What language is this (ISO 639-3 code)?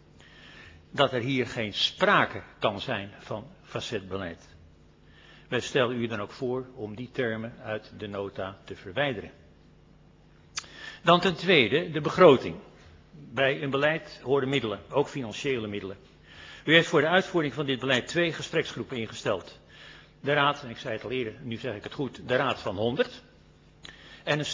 nld